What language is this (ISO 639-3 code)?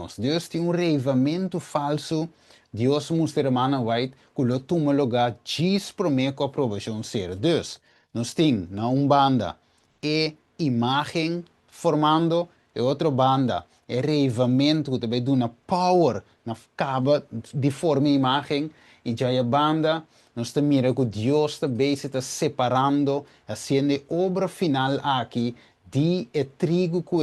pap